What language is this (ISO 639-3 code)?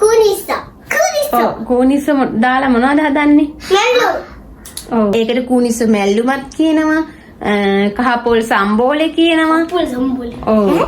sin